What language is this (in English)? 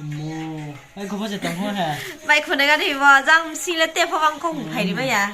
Riang (India)